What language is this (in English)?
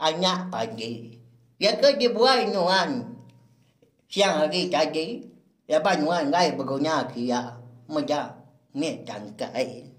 Iban